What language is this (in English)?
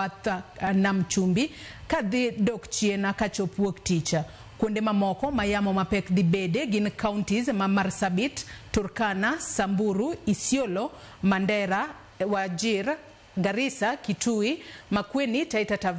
Luo (Kenya and Tanzania)